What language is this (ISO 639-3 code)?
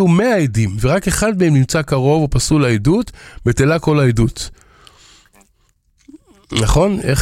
heb